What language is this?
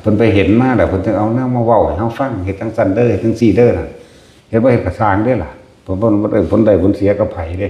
Northeastern Thai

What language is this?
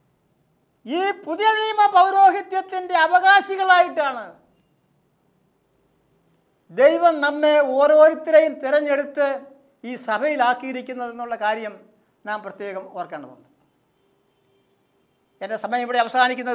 Malayalam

